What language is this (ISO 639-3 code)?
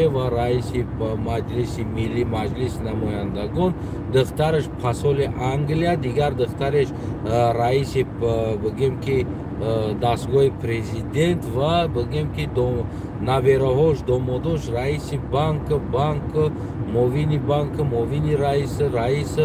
tgk